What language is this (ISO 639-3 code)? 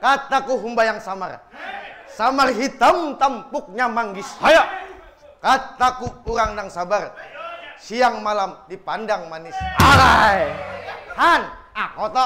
bjn